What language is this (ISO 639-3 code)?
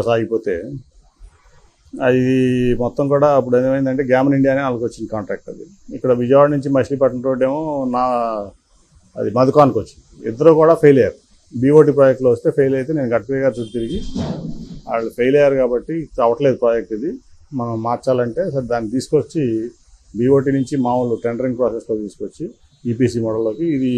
tel